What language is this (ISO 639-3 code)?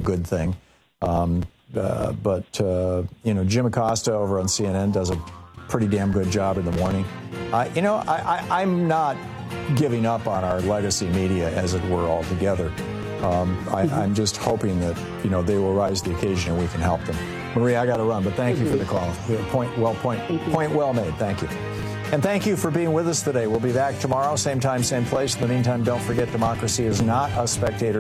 eng